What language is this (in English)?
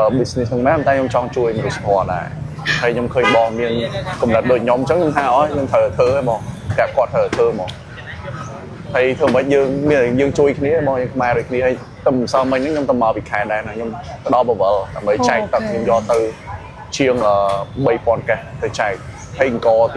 Khmer